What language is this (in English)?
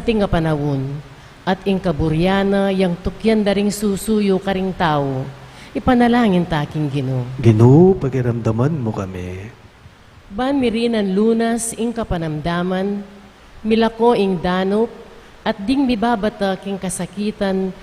Pampanga